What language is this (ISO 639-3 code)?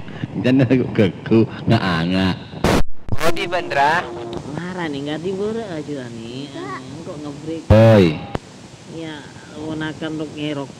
mad